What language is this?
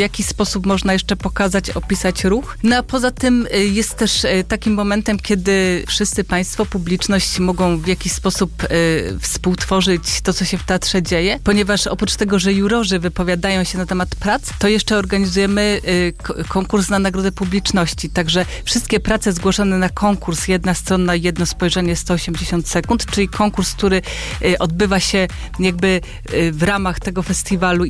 Polish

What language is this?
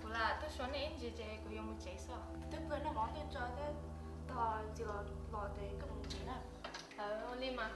Hmong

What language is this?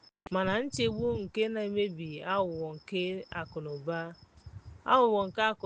Igbo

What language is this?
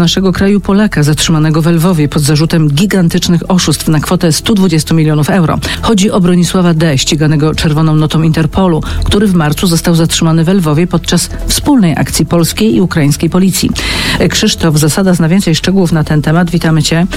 Polish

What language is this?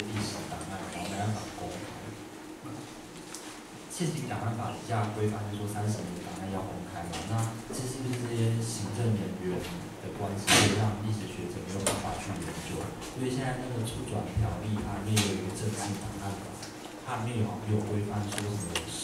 Chinese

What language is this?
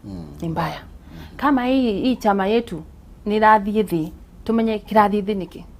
Kikuyu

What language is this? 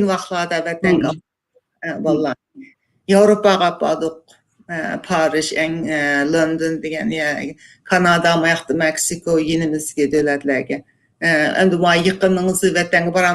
Uyghur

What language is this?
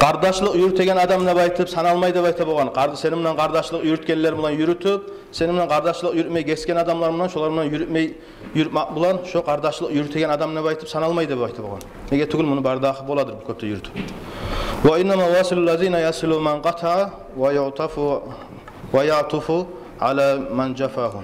Kumyk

